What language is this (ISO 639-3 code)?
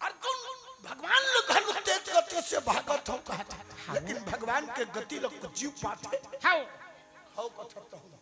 hne